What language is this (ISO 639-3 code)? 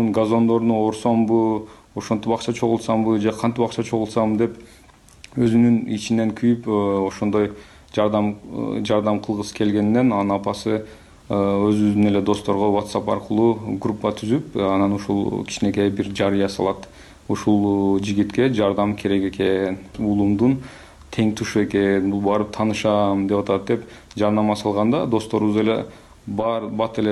kir